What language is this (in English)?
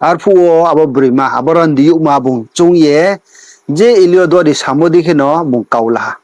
Riang (India)